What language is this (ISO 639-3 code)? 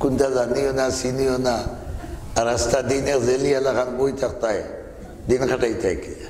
syl